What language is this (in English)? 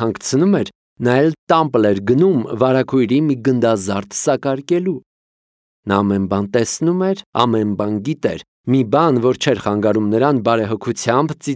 Armenian